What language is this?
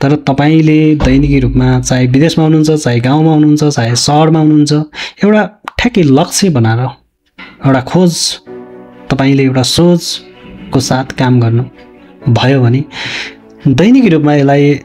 Nepali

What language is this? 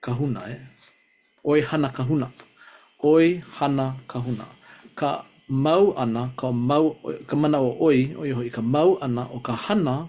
Hawaiian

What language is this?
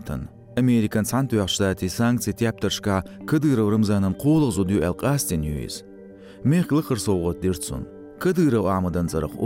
Chechen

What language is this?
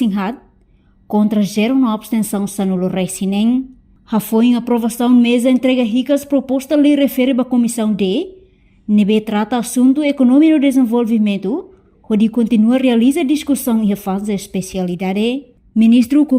Tetum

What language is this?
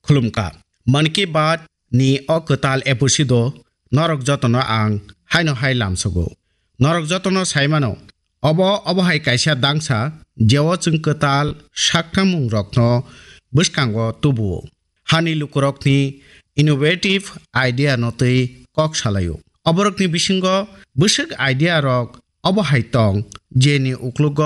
Kok Borok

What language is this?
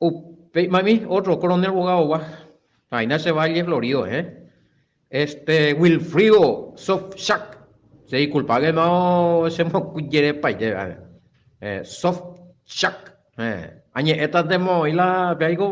Guarani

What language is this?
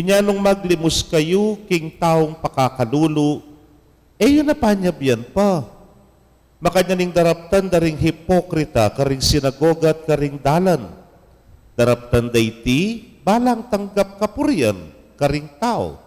Pampanga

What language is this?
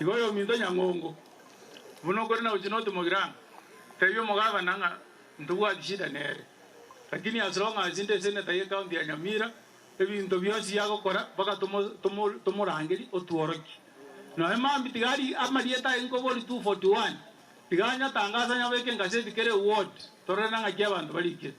Gusii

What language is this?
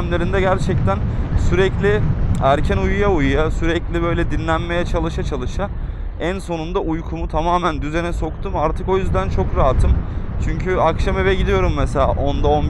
Turkish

